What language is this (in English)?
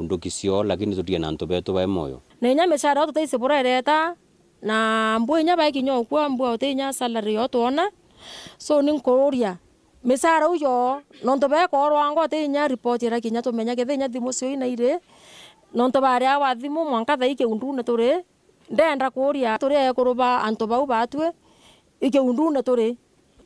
Meru